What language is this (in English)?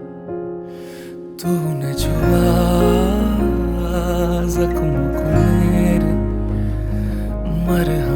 Hindi